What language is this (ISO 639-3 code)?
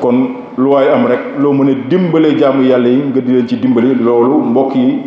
wol